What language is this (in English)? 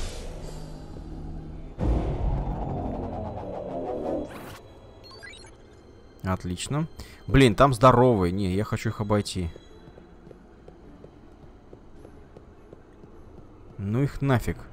Russian